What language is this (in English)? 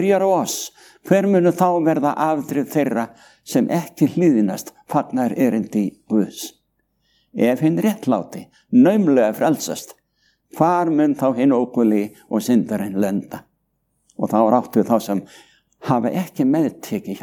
Icelandic